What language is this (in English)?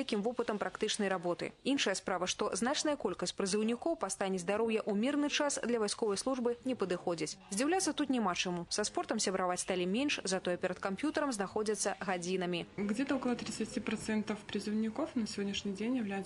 Belarusian